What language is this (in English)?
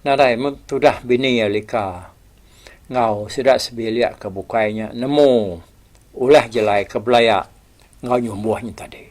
Iban